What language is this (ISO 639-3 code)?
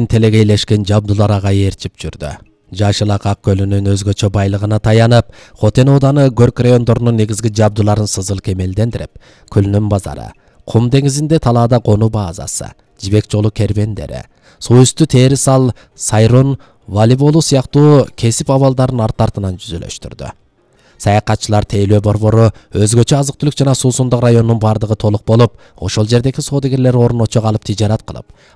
kir